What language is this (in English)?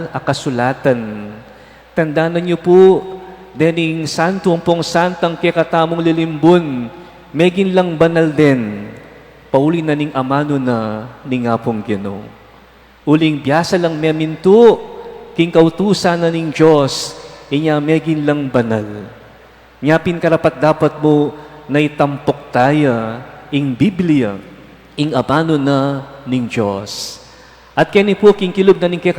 Pampanga